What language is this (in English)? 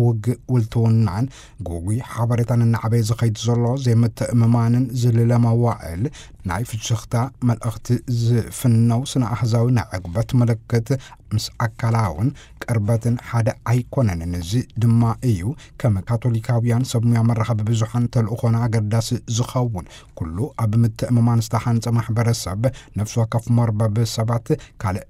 Tigrinya